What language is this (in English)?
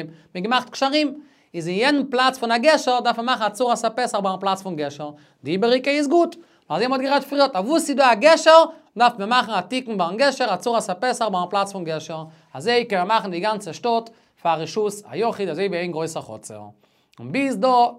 Yiddish